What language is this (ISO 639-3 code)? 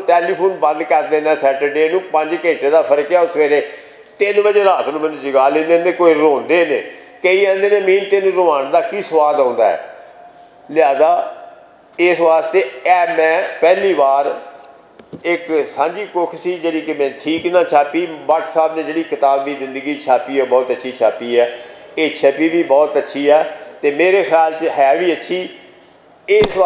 lah